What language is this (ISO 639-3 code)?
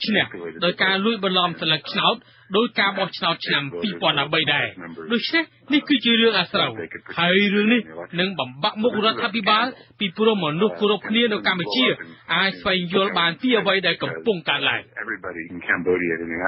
khm